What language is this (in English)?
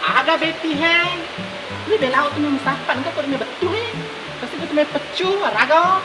Buginese